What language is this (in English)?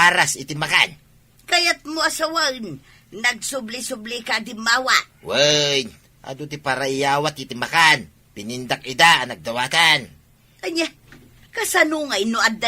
Iloko